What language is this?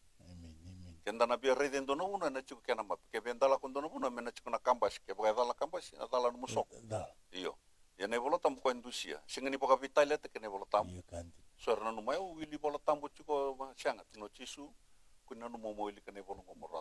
Fijian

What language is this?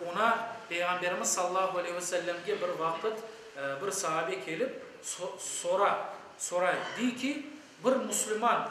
Crimean Tatar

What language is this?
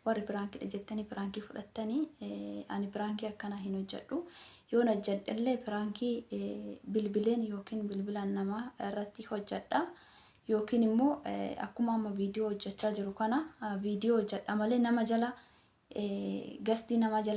Oromo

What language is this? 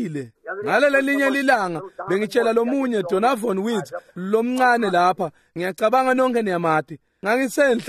Swati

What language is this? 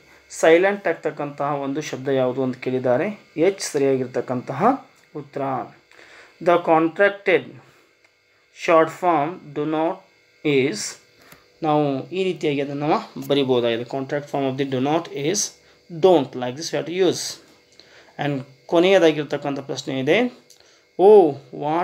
Kannada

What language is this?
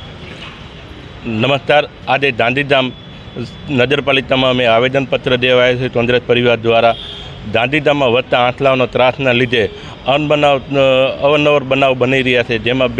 Gujarati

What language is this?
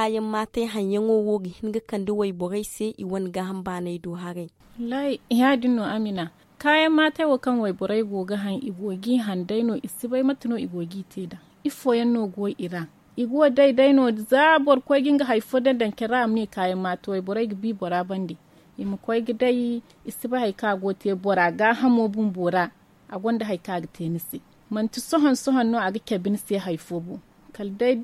Zarma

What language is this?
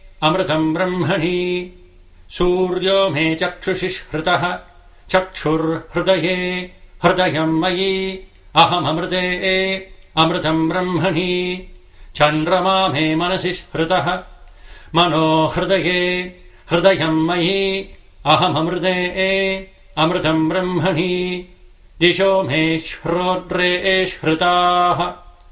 Sanskrit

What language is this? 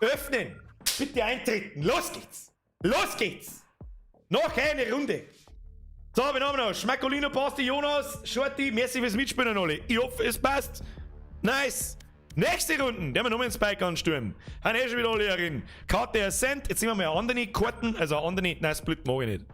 Bavarian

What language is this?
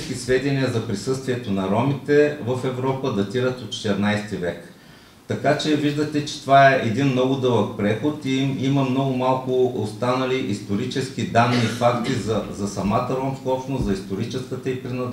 Bulgarian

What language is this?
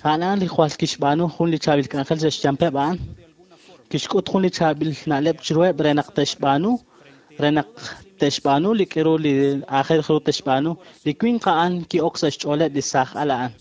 Kekchí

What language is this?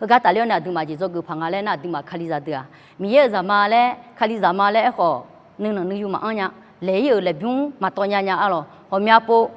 Akha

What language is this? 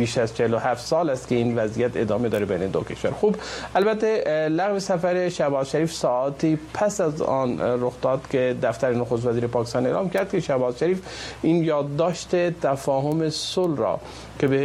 Persian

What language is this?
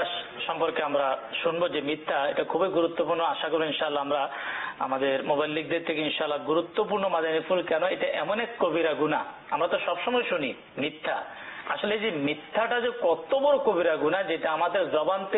Bangla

